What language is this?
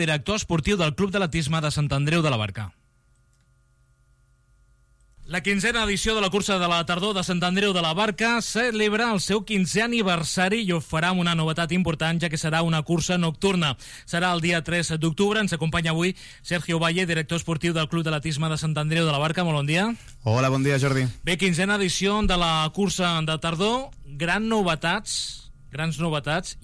Catalan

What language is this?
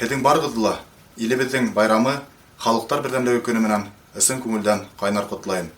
Bashkir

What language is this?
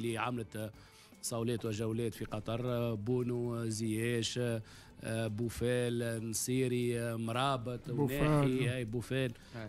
Tunisian Arabic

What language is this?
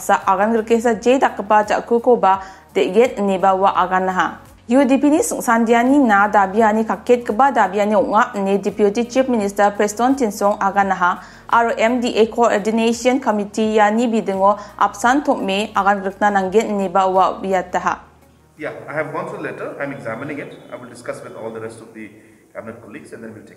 Garo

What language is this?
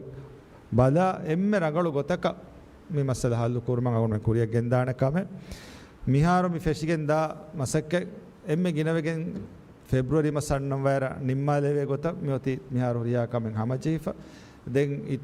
Divehi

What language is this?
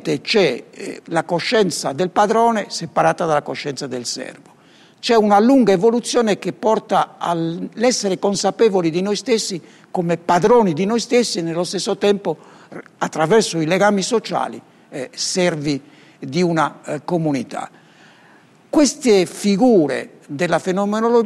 Italian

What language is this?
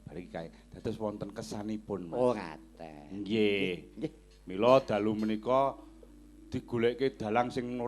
Javanese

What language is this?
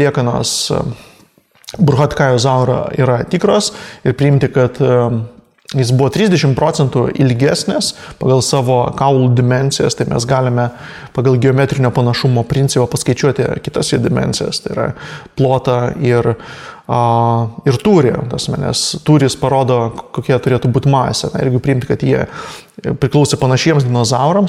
Lithuanian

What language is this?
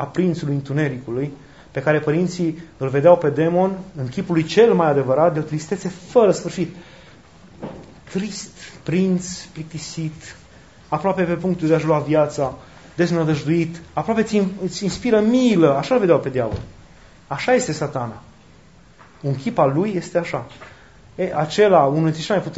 Romanian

